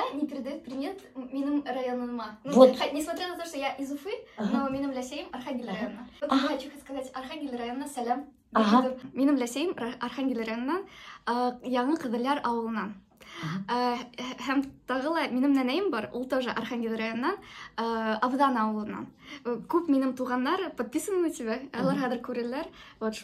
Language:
Bashkir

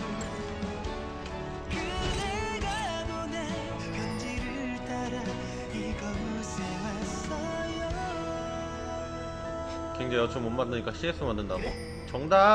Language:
Korean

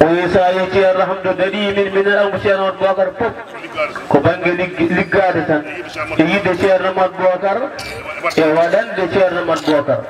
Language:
Fula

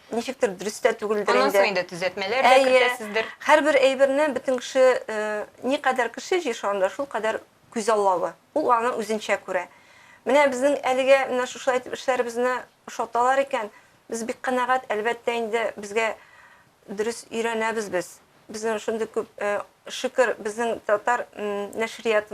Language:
Tatar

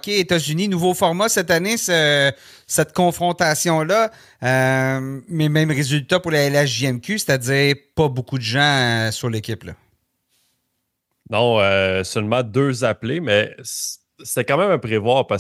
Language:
French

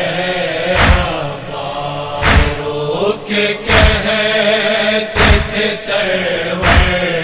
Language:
Urdu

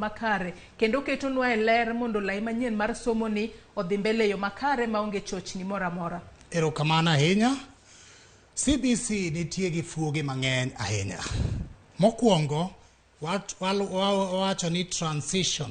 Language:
Luo (Kenya and Tanzania)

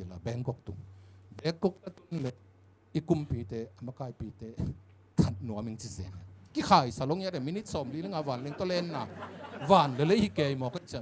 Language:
Tedim Chin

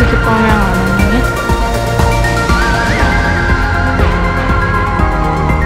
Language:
Norwegian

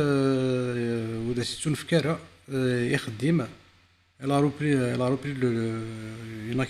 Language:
Kabyle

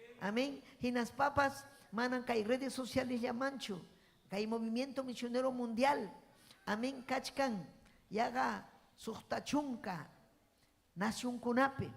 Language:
Ayacucho Quechua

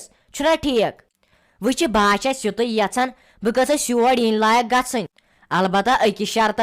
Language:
Kashmiri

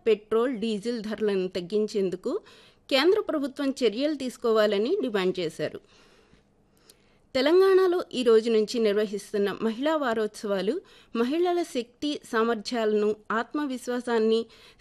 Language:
Telugu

